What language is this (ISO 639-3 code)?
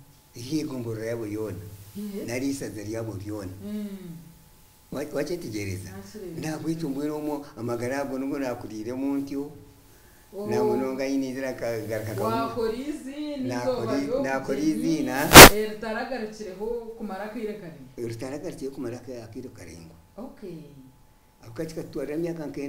nyn